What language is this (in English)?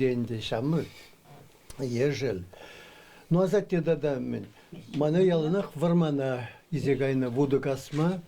Chuvash